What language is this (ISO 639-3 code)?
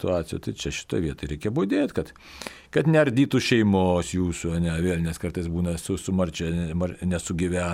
lit